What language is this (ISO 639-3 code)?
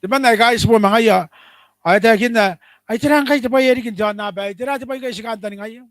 gil